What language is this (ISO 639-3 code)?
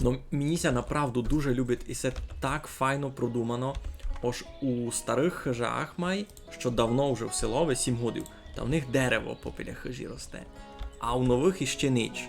rue